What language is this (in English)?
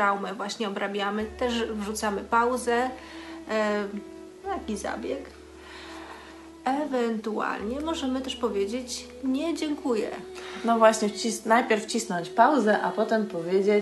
Polish